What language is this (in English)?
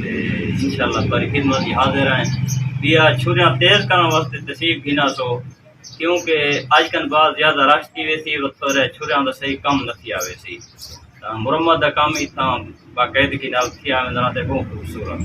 Saraiki